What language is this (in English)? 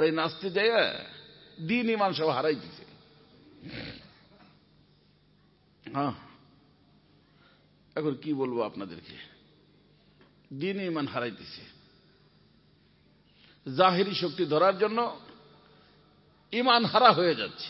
Bangla